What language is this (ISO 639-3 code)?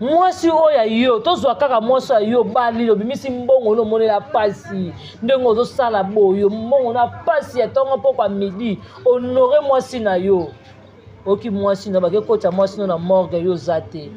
lin